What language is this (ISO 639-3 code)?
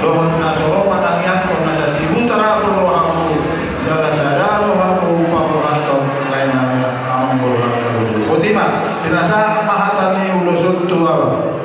bbc